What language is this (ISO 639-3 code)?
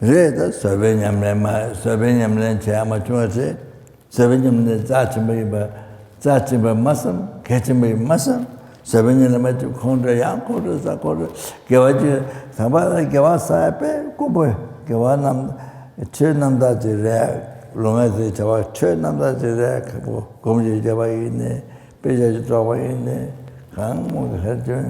bod